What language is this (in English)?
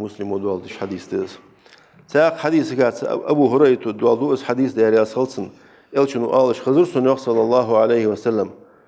Ingush